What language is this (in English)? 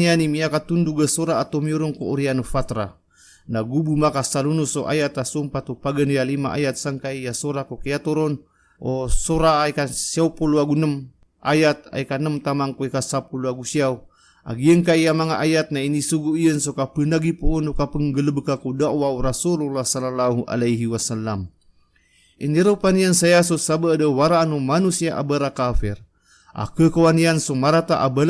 Maranao